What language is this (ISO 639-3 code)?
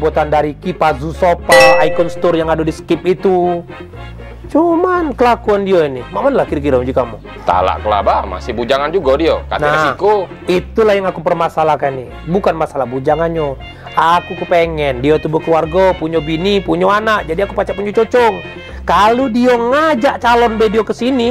mui